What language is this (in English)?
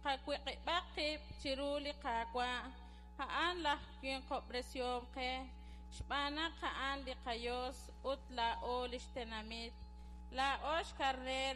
Kekchí